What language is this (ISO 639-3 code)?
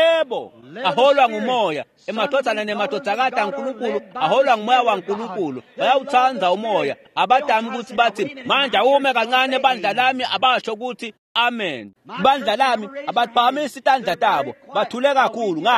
ssw